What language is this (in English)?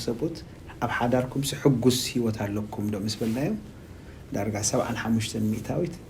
Tigrinya